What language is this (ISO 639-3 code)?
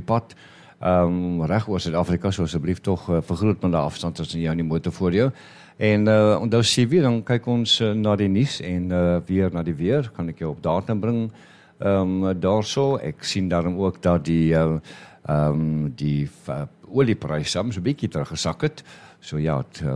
afr